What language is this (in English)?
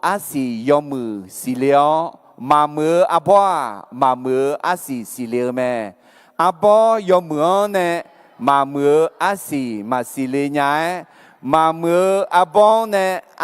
Akha